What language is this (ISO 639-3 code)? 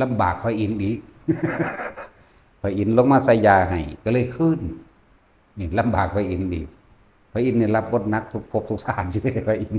lao